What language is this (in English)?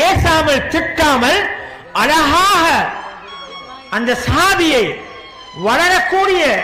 Tamil